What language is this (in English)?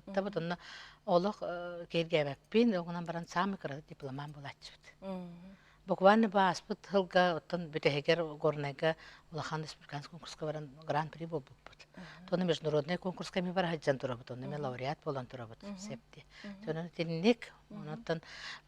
Yakut